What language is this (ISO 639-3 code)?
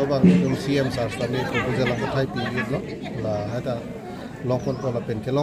mjw